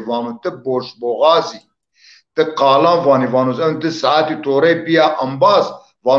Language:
Zaza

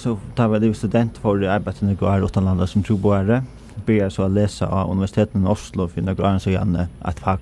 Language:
Faroese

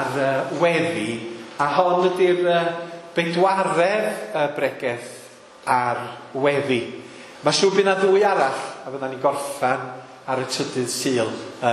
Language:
Welsh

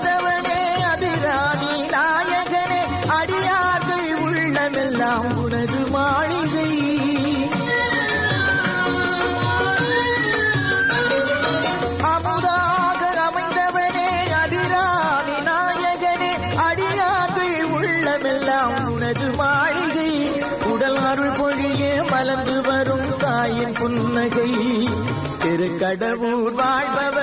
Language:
Tamil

